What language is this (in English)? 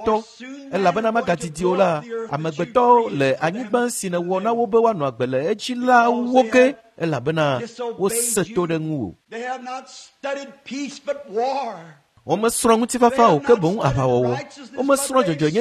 Ewe